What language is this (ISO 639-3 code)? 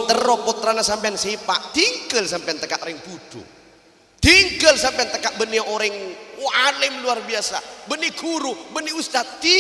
mad